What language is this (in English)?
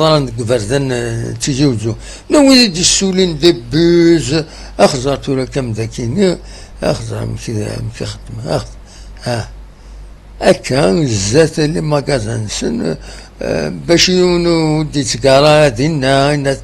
Kabyle